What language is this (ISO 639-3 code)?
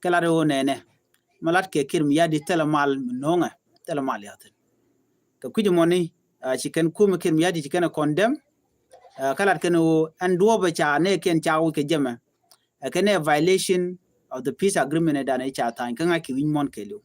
nus